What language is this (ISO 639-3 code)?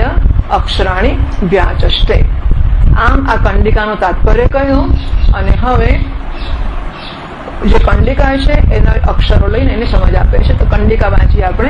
guj